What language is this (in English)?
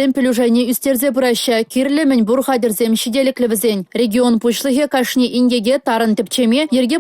Chuvash